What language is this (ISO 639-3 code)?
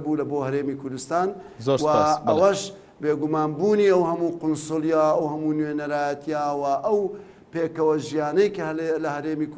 ckb